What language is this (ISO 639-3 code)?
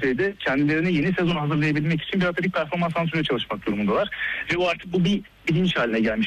tur